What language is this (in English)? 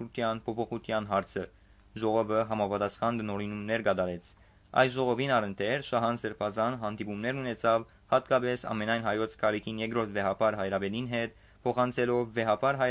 Western Armenian